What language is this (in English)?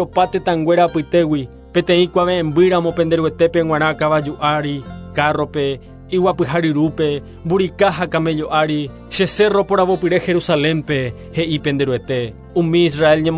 Guarani